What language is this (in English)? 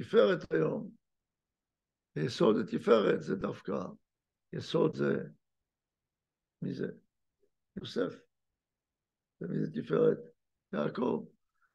Hebrew